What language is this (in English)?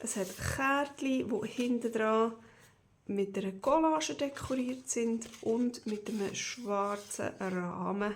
Swiss German